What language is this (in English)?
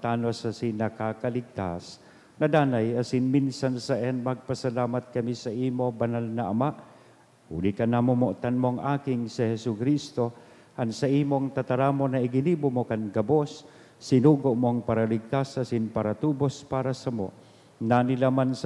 Bikol